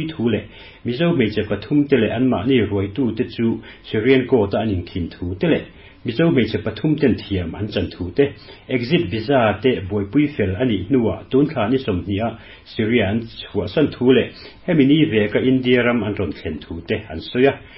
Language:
Mizo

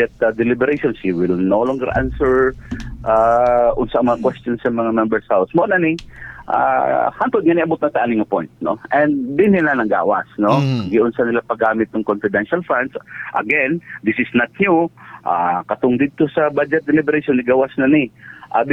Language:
Cebuano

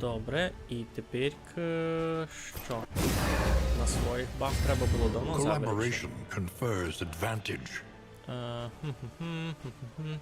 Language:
Rusyn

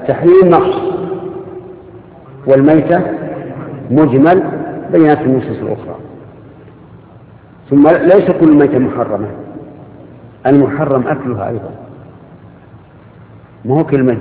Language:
Arabic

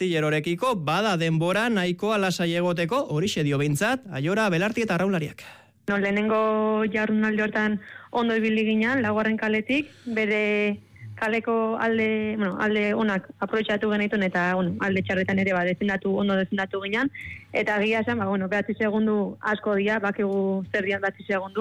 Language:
Basque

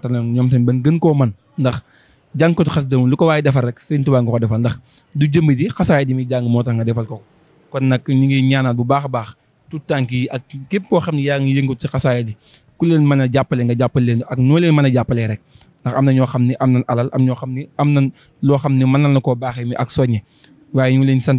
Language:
Wolof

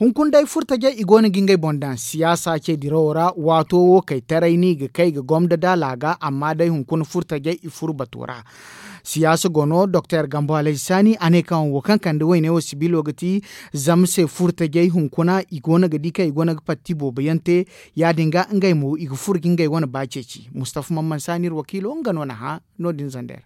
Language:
Zarma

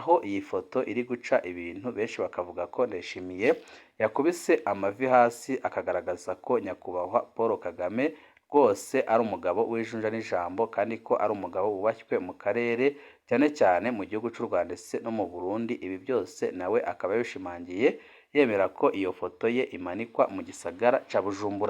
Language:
Rundi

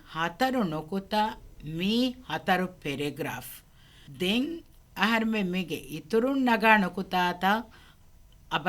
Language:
Divehi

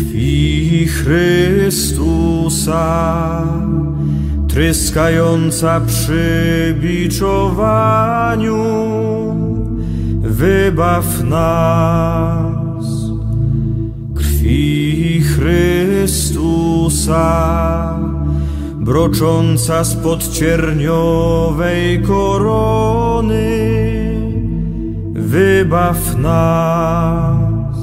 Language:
Polish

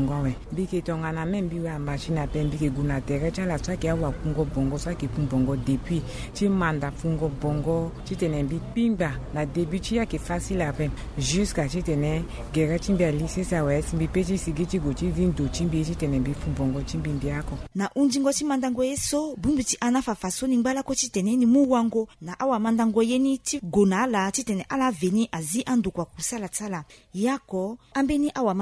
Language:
Sango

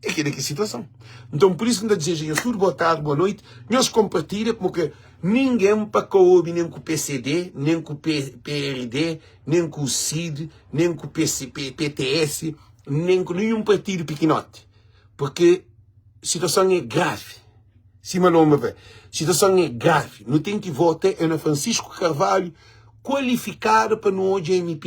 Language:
Kabuverdianu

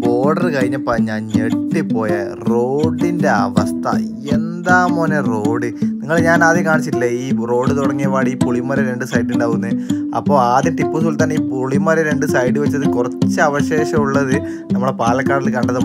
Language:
Malayalam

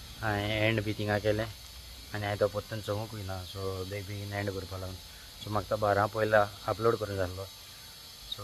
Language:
Konkani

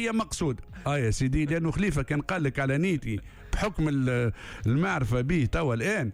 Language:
Tunisian Arabic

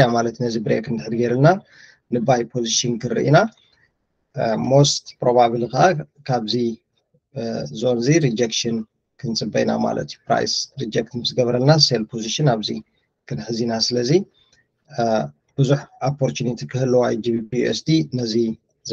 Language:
Tigrinya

